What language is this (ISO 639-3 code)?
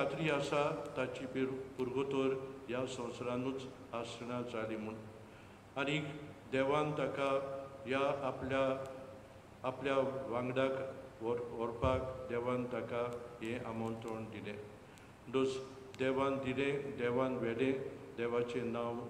kok